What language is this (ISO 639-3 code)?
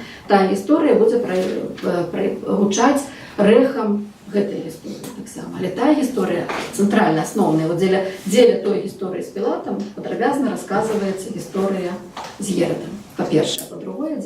bel